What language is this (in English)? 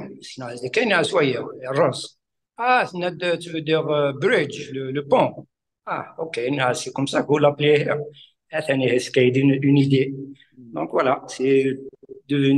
Kabyle